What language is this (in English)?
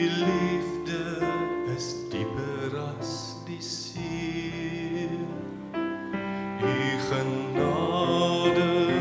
Afrikaans